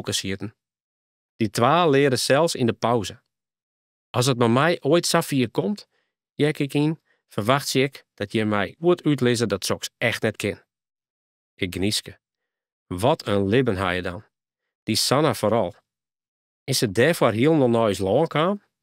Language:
Western Frisian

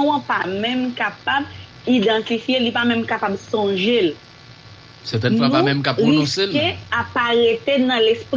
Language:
Haitian Creole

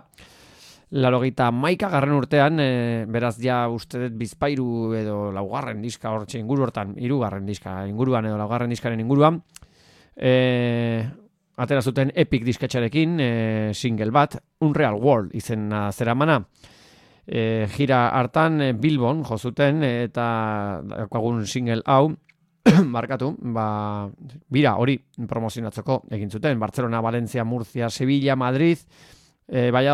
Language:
Basque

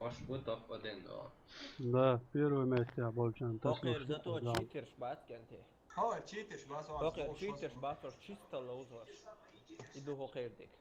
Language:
Chechen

